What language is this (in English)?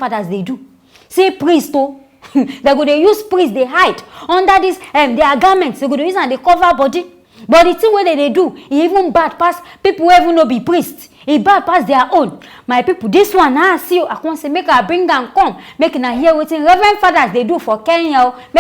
Nigerian Pidgin